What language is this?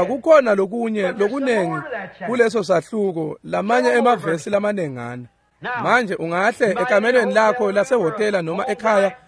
Swati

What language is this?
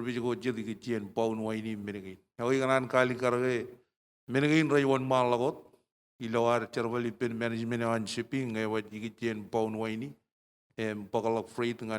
Marshallese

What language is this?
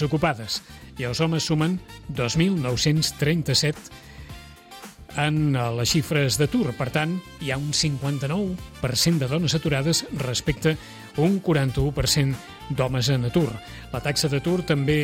Catalan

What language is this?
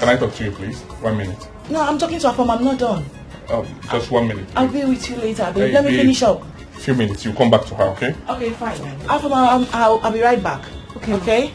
Nigerian Pidgin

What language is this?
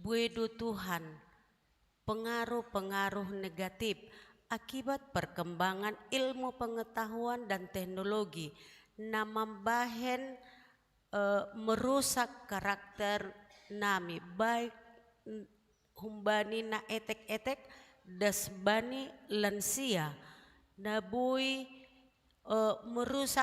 Batak Simalungun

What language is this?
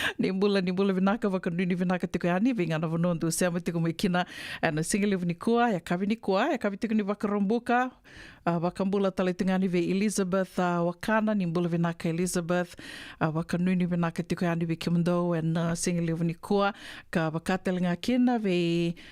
Fijian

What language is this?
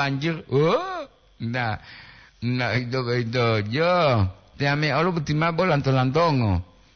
Gorontalo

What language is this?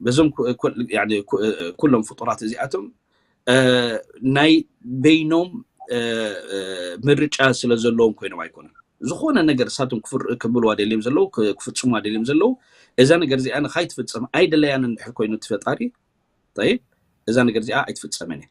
Tigrinya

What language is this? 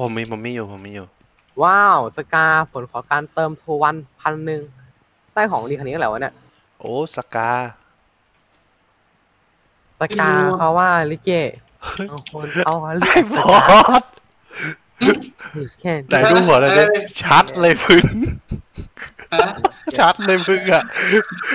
Thai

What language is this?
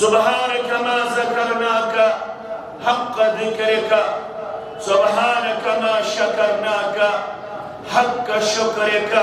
Kashmiri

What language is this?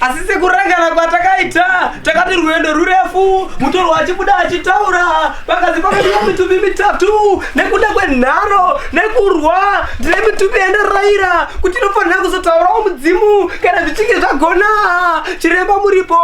Shona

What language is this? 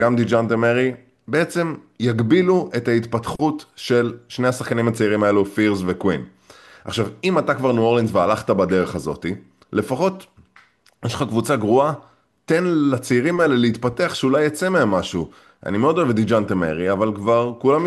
Hebrew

